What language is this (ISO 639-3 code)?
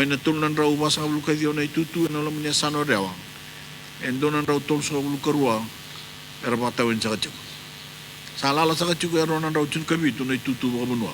fij